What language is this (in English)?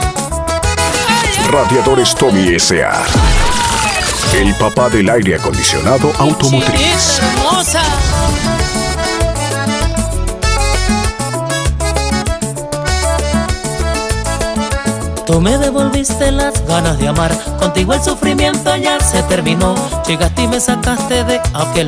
Spanish